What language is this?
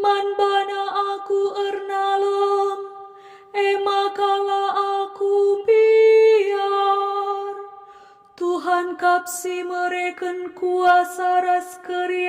Batak Karo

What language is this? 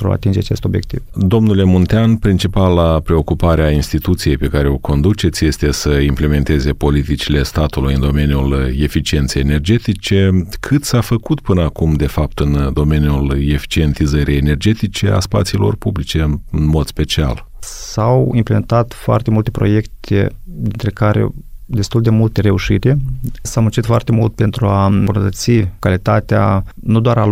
Romanian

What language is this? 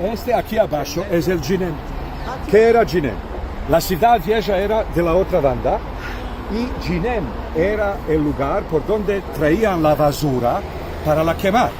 Ladino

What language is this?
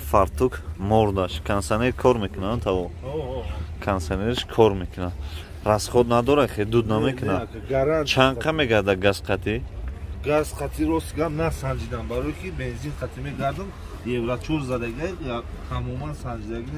Tajik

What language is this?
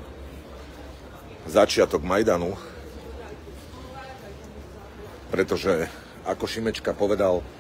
Slovak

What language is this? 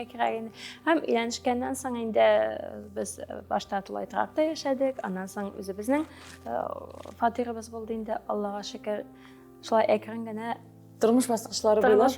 Tatar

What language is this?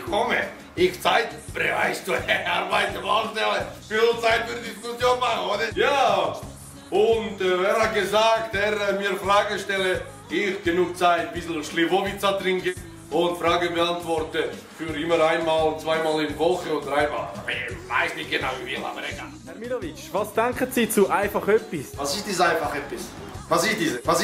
Swiss German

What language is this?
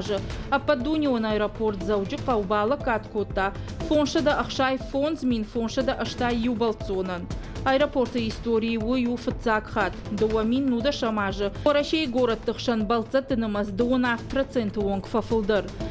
Ossetic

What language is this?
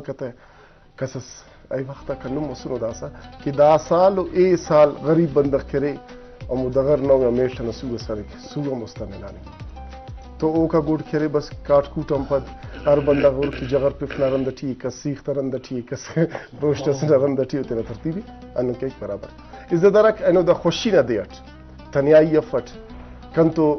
Brahui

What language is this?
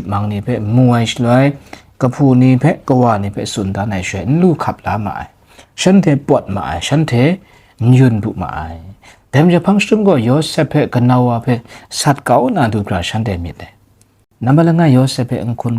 Kachin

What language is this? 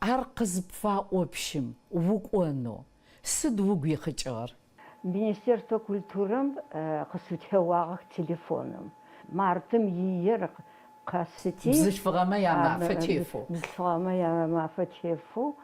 Adyghe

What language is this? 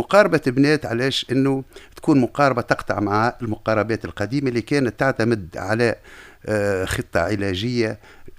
Tunisian Arabic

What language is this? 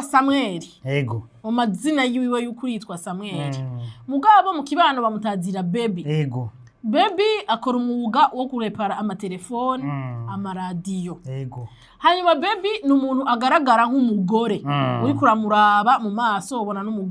Rundi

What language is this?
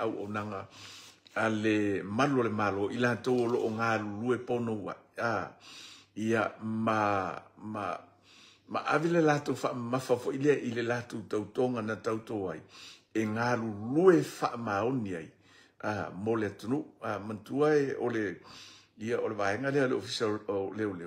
Samoan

